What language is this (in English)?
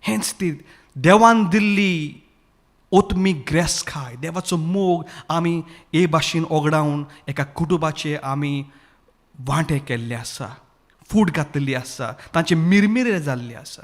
Konkani